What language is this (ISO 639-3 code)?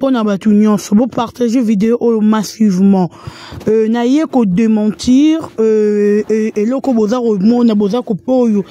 lin